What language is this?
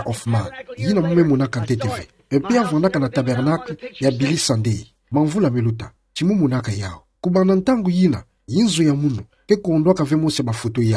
Kituba (Democratic Republic of Congo)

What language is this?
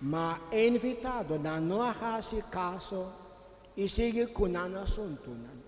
Papiamento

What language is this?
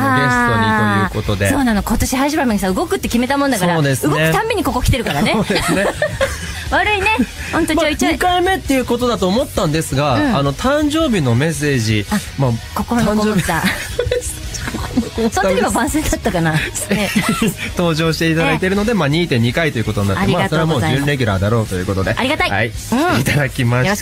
Japanese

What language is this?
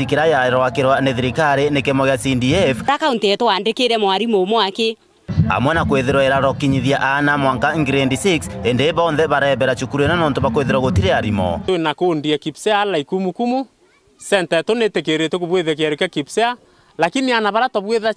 Meru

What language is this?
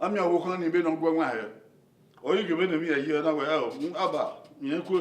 Bini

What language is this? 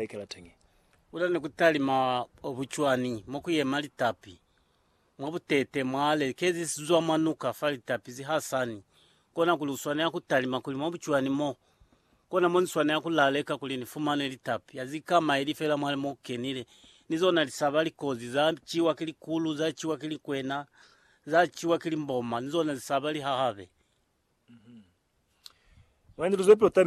Lozi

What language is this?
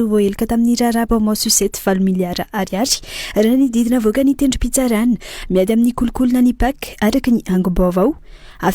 Malagasy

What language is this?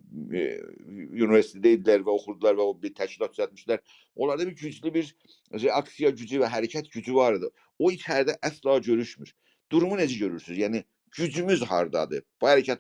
South Azerbaijani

